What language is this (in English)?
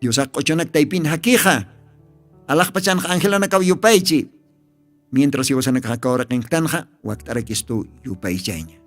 Aymara